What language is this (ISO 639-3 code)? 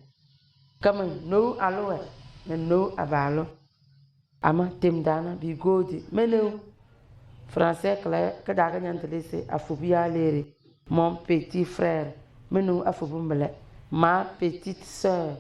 kdh